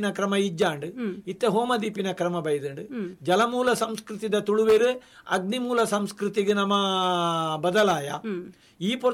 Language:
Tulu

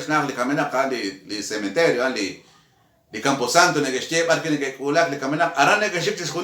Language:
Kekchí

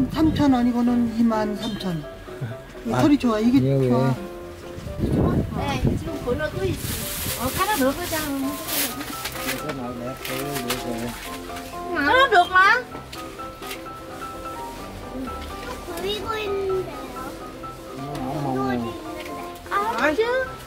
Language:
Korean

